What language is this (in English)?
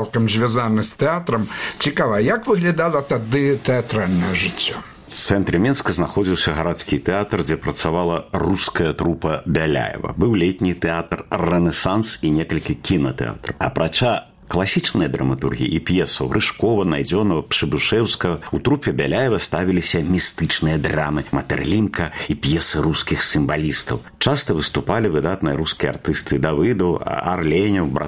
Belarusian